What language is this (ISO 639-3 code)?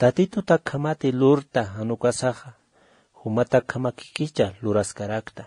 aym